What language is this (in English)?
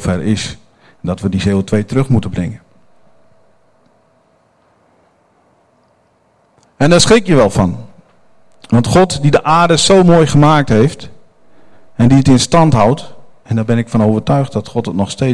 Dutch